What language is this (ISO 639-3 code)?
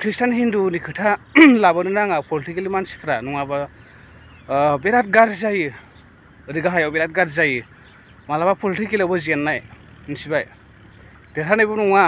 brx